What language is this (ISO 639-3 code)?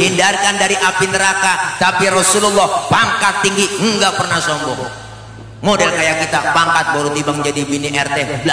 bew